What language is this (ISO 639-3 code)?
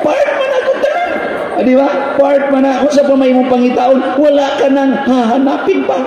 ceb